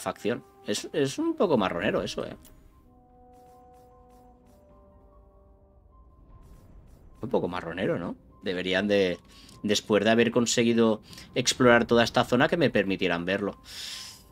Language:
Spanish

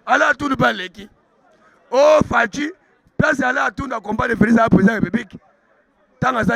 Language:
Lingala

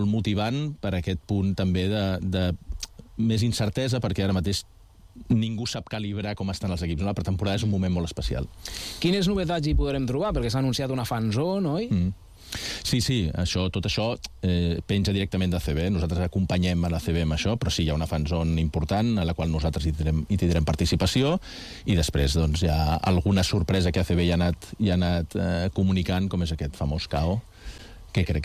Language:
Catalan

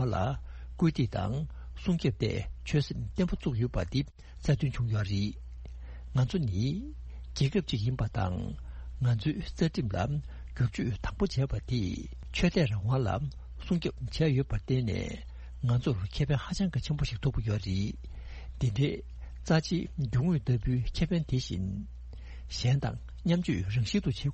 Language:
Tibetan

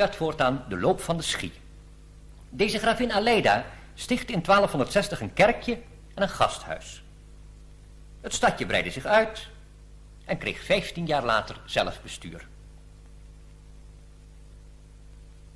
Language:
Dutch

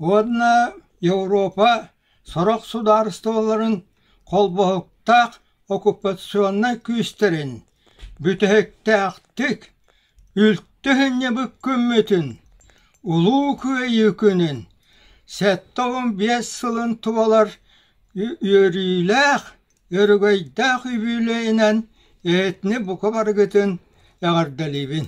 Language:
Yakut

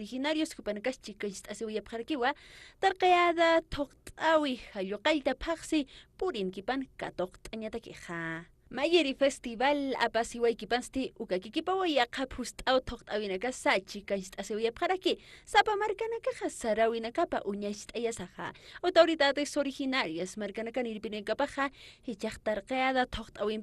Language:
Aymara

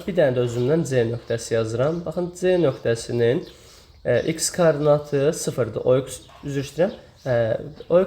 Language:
Azerbaijani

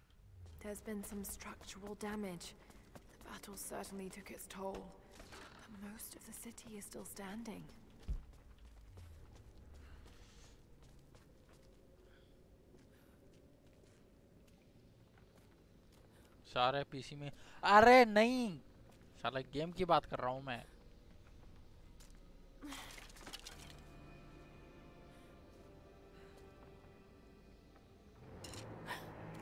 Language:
Hindi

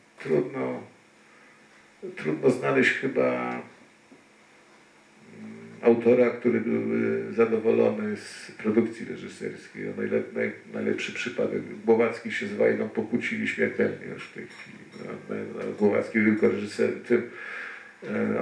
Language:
Polish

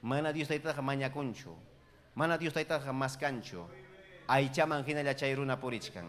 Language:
Ayacucho Quechua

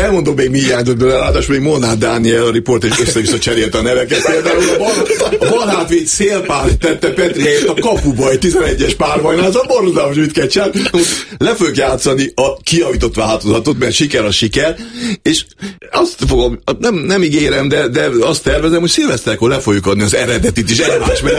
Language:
Hungarian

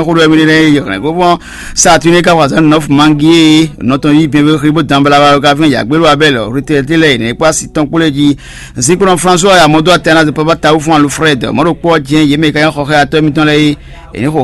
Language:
Fon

